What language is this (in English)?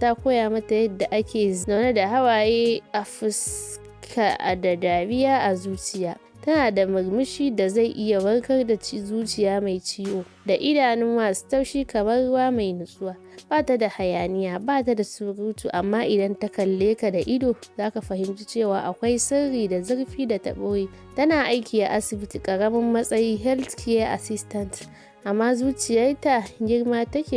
Hausa